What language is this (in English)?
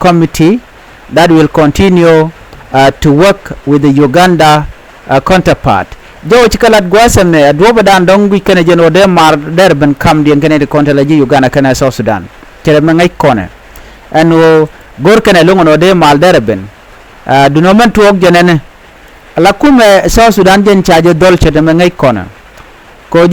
Nuer